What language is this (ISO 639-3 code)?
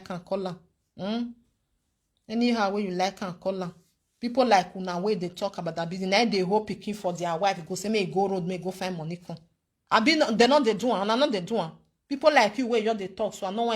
pcm